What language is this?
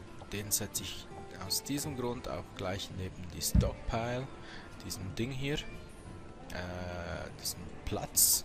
Swiss German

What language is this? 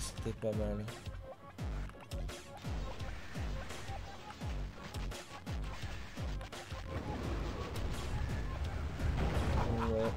French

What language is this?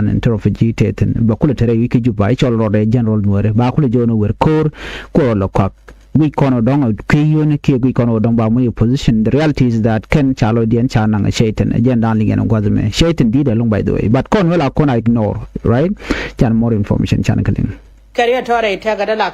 Nuer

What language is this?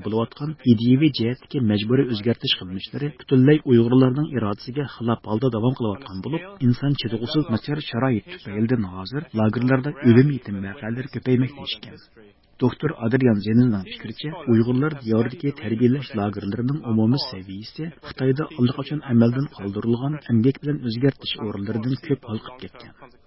Uyghur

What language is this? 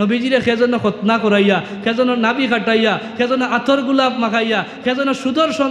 Sylheti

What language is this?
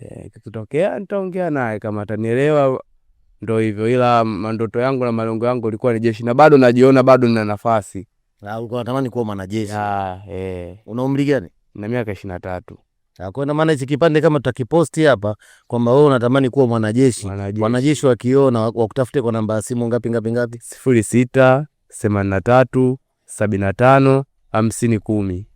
Swahili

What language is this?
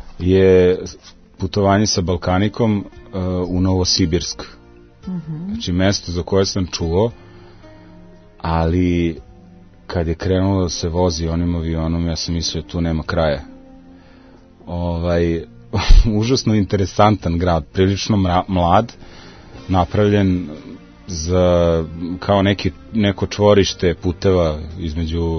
Serbian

